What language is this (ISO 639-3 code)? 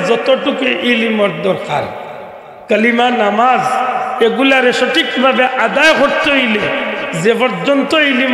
syl